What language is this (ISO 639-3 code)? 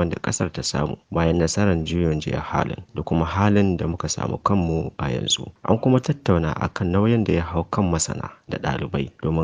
hau